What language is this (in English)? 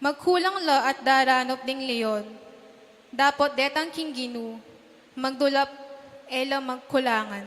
Pampanga